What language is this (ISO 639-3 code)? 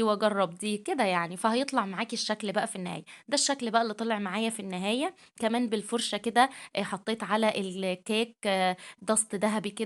arz